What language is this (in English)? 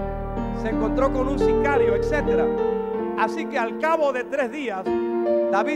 Spanish